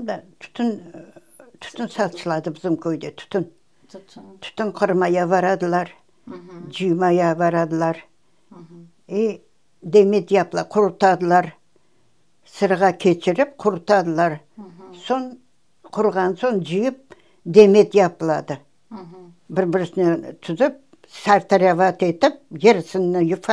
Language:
Crimean Tatar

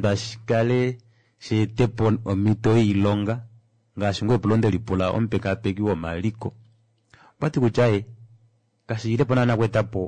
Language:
Kuanyama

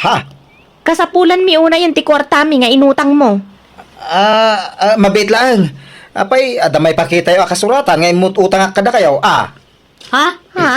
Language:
Iloko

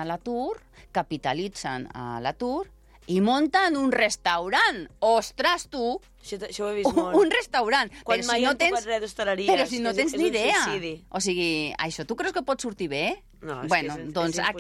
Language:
Catalan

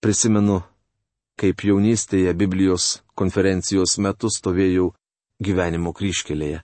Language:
Lithuanian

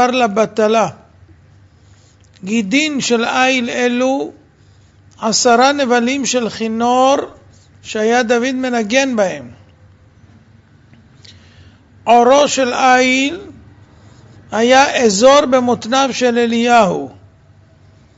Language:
Hebrew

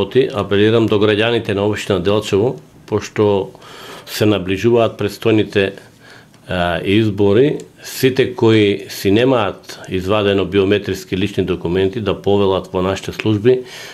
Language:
Macedonian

